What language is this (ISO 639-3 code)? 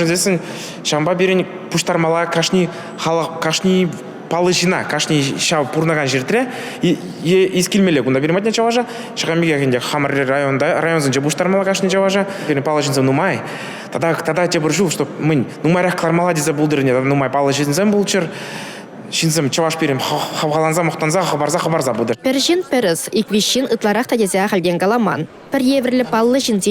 chv